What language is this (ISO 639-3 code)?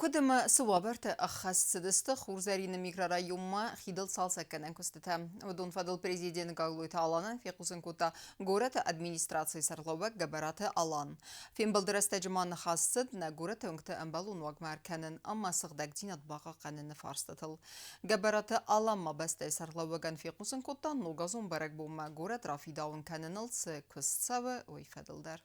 oss